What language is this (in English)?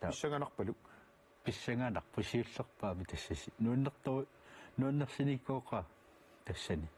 Kalaallisut